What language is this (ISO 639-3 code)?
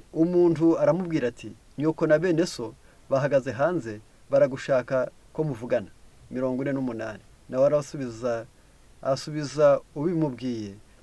kin